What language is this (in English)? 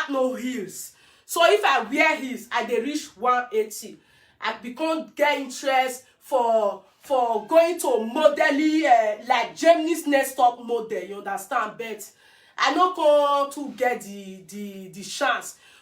Nigerian Pidgin